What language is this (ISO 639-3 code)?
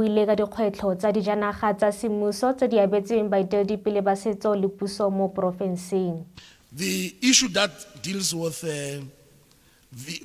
tsn